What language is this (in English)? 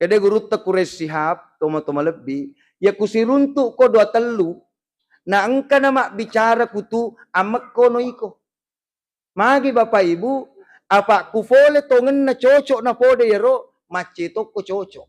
Buginese